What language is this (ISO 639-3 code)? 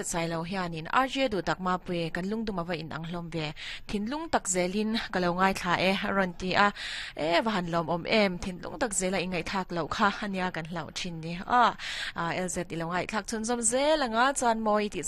lus